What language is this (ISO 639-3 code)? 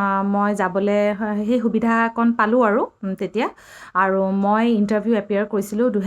asm